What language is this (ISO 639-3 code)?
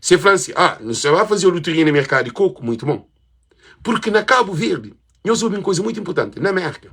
kea